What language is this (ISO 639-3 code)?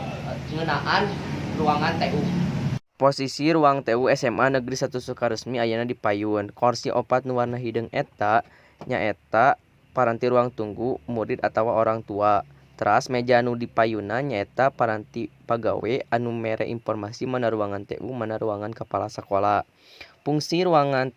sun